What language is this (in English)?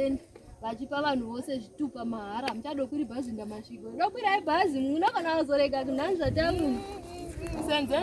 Shona